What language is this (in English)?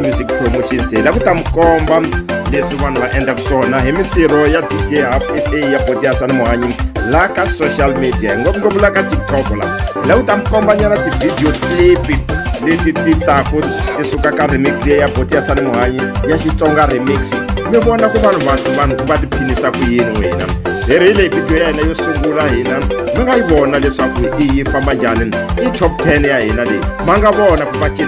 Tsonga